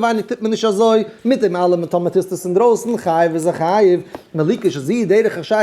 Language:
Yiddish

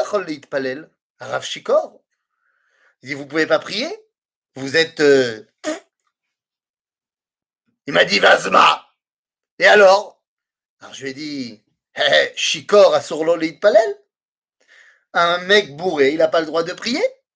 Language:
French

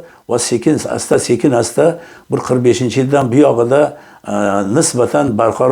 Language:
Uzbek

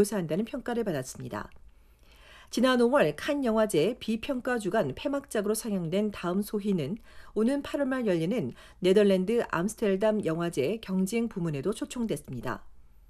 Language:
Korean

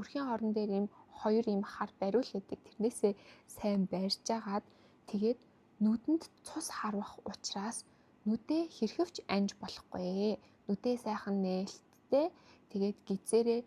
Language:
Mongolian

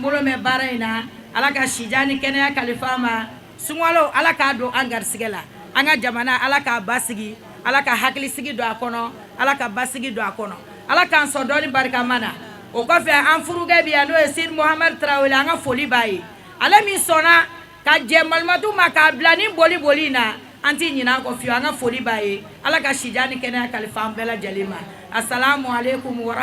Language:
Bambara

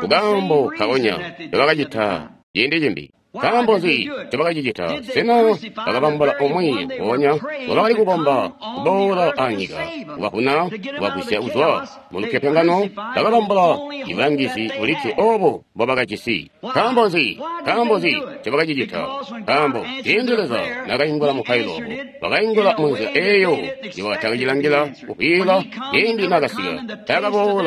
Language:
Tonga (Zambia)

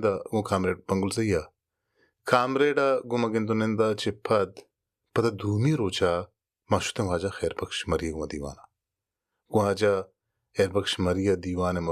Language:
Baluchi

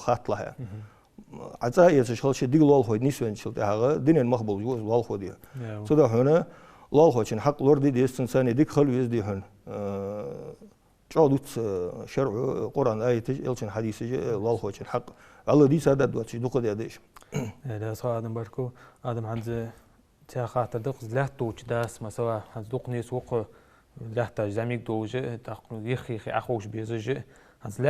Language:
Ingush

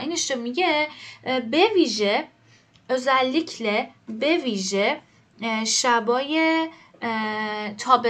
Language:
Persian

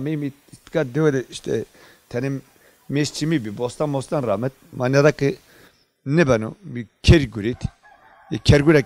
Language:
Zaza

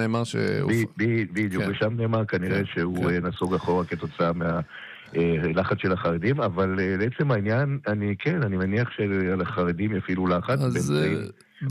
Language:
Hebrew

